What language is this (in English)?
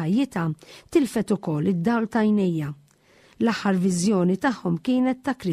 Maltese